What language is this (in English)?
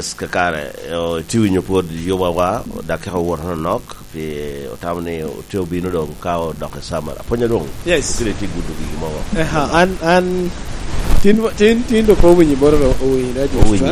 Lango (Uganda)